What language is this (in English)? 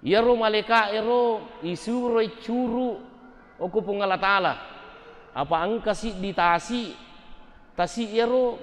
Buginese